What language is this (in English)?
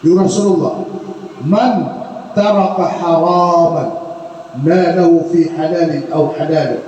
Maranao